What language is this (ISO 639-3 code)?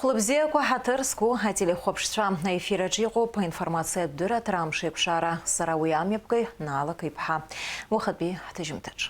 abk